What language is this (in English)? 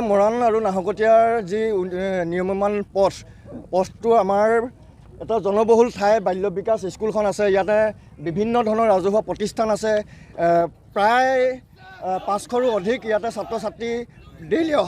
Assamese